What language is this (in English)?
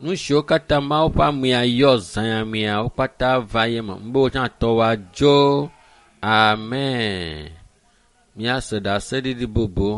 Ewe